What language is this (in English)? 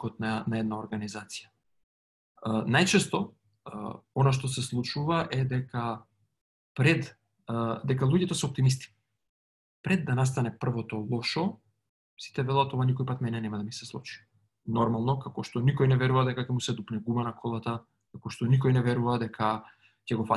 Macedonian